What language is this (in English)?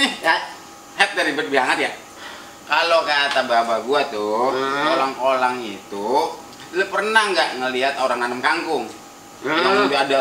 Betawi